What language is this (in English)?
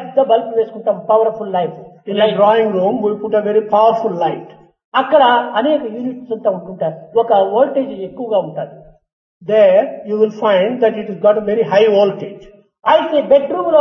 Telugu